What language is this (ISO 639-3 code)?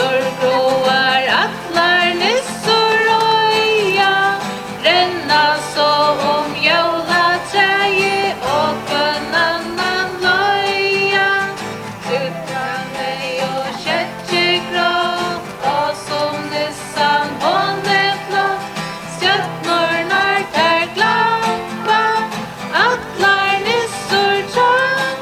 fao